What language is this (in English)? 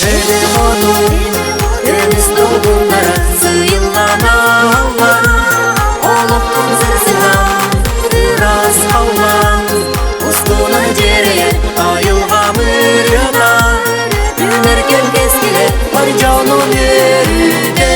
Yakut